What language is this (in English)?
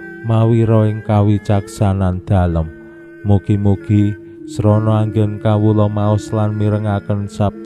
Javanese